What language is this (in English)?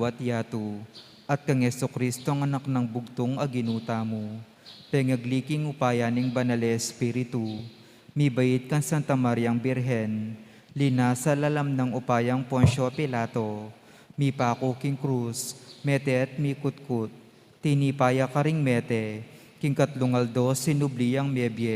Pampanga